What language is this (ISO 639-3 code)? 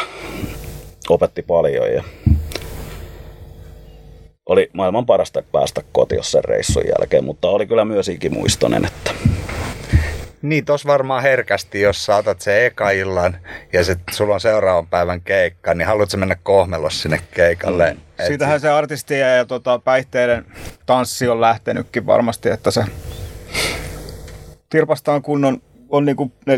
fin